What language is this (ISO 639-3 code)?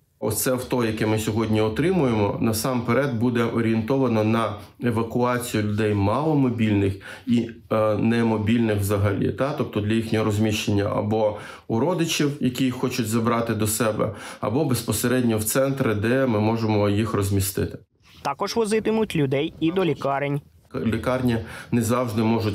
ukr